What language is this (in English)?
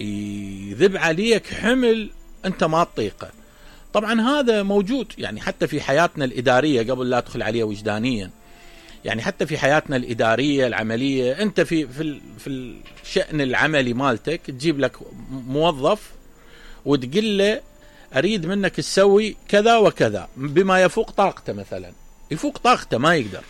Mesopotamian Arabic